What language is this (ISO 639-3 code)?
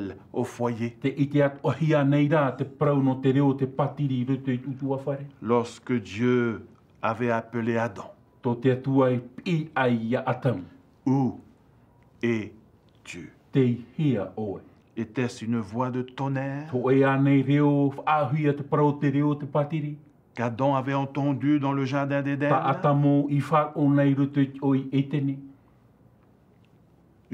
tah